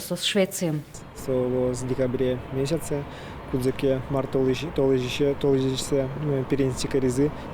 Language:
Udmurt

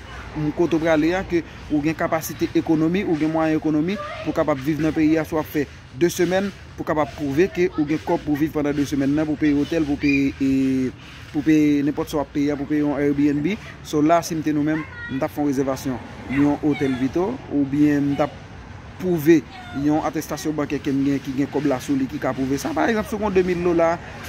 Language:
Haitian Creole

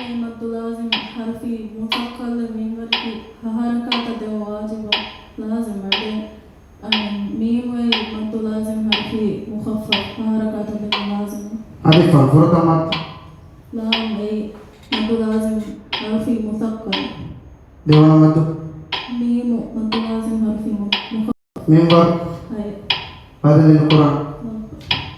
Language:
Divehi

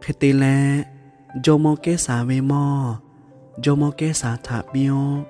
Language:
Lahu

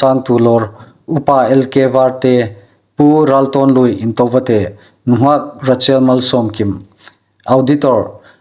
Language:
Hmar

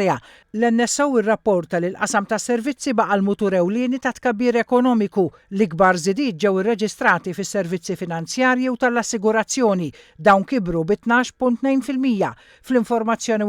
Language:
Maltese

